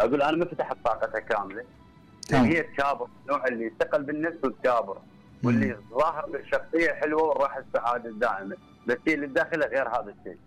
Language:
Mesopotamian Arabic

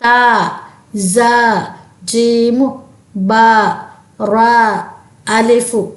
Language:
Divehi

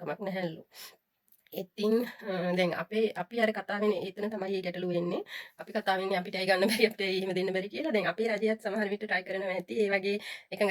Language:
Sinhala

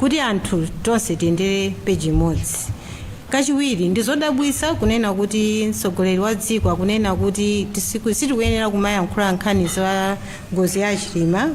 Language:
Nyanja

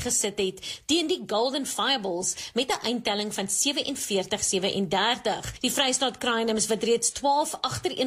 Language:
Afrikaans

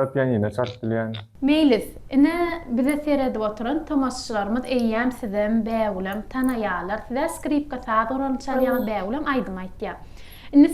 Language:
Turkmen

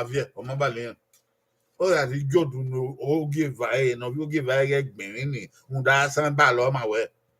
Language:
Bini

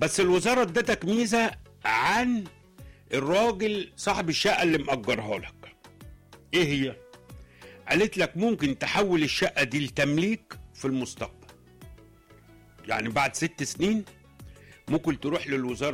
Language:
Egyptian Arabic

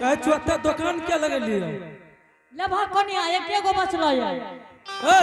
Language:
Angika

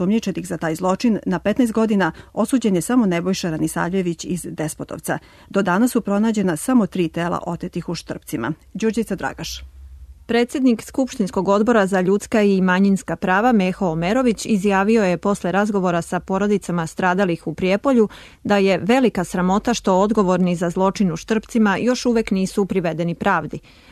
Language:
Serbian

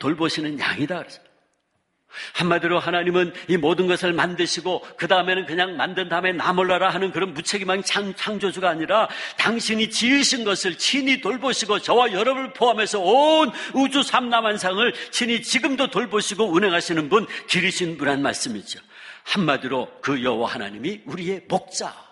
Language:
Korean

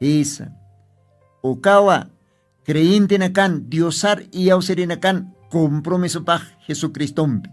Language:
Aymara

